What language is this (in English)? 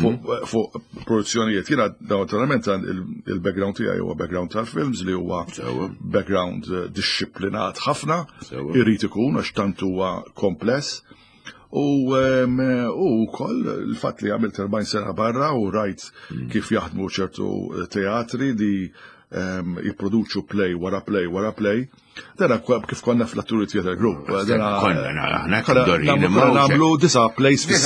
Maltese